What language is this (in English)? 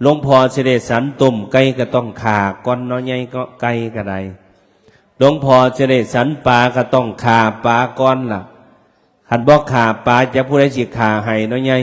Northeastern Thai